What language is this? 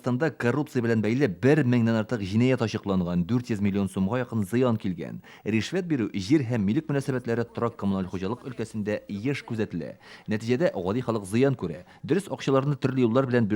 Tatar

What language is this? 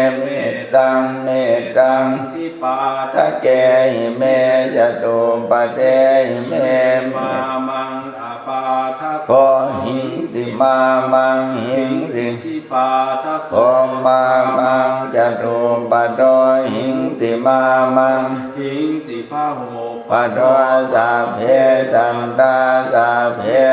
Pali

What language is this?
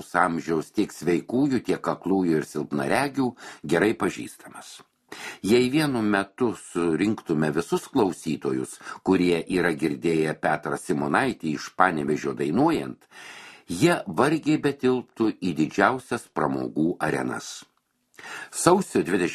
Lithuanian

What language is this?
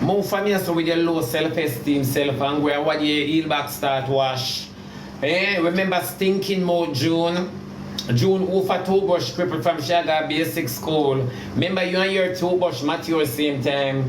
Jamaican Creole English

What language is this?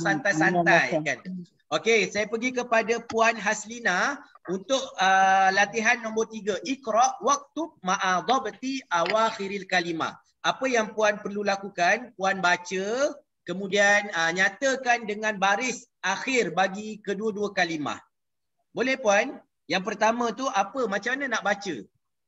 Malay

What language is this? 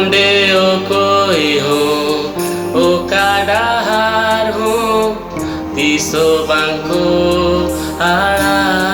Santali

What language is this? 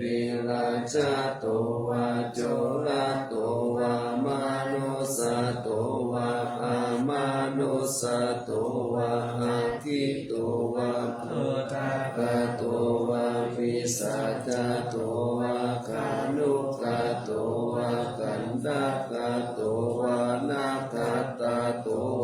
Pali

